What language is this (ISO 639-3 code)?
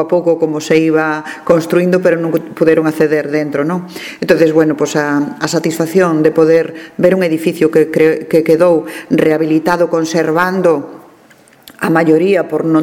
glg